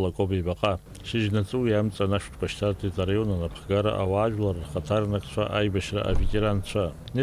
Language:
Abkhazian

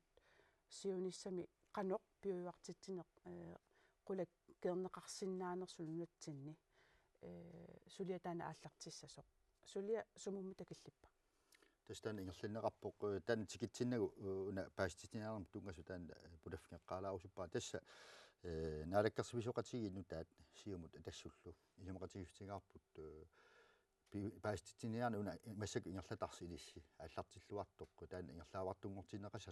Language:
Kalaallisut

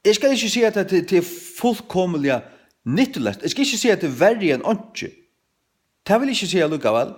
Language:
Faroese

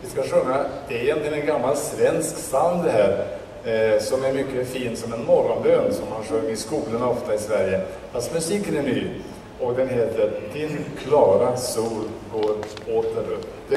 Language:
Swedish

